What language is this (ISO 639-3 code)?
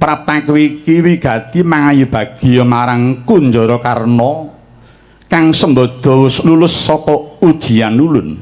jav